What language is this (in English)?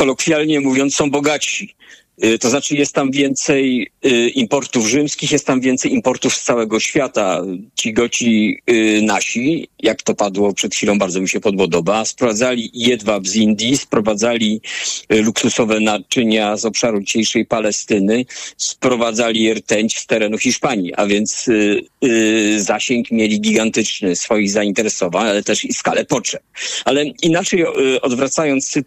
Polish